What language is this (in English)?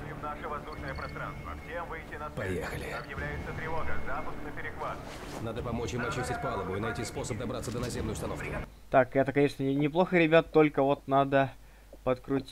Russian